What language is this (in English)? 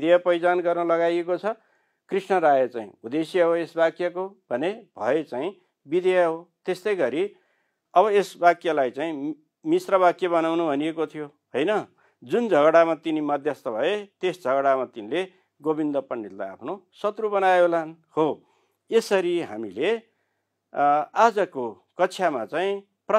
Nepali